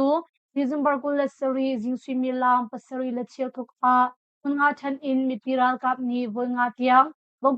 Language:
Hakha Chin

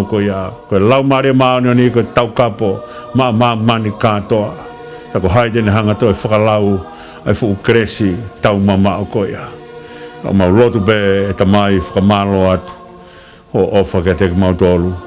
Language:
Tongan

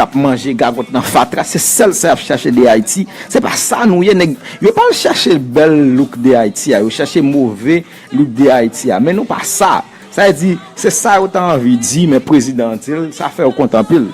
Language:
Haitian Creole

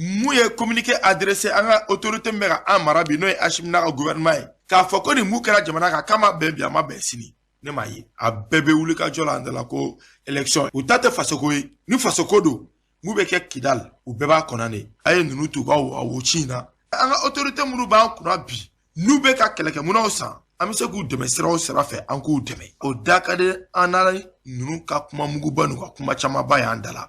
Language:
Bambara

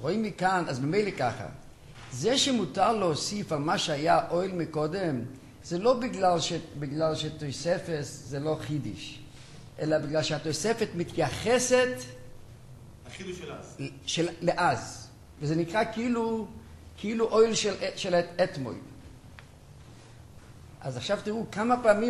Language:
Hebrew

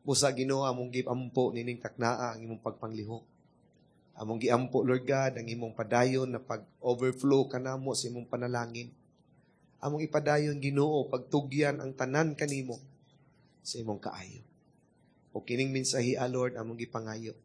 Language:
Cebuano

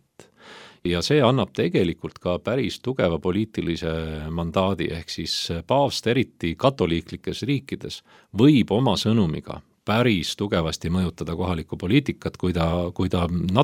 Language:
Estonian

